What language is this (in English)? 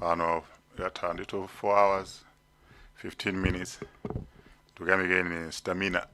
Nyanja